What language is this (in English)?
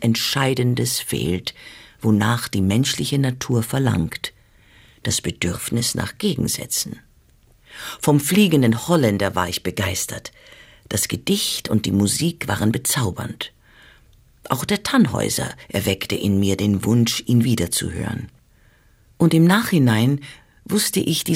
German